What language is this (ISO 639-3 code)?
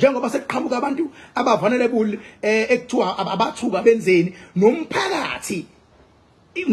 zul